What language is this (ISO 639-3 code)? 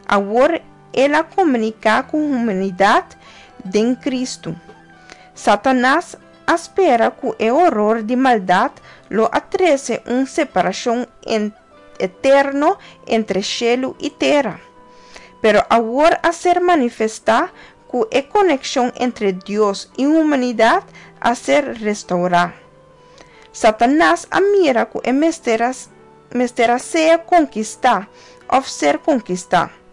pap